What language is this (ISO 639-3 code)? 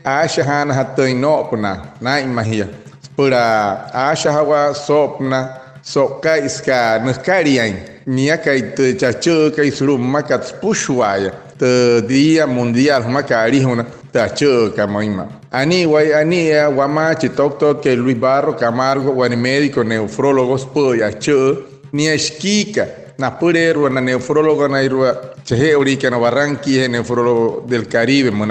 guc